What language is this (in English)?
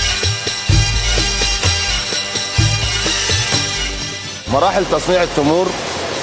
Arabic